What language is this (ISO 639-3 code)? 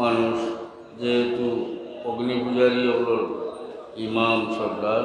syl